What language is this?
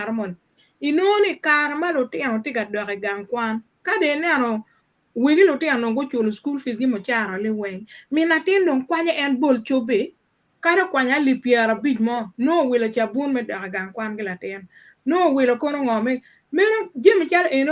Acoli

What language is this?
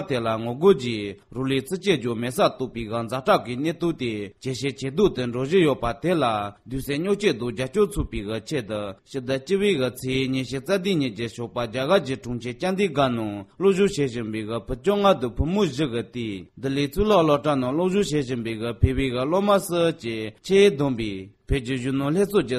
Tibetan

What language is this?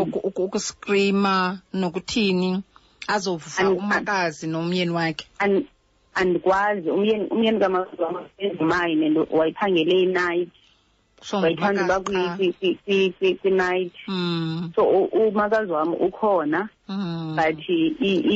Xhosa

